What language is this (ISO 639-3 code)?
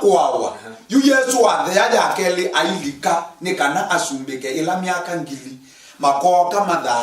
kam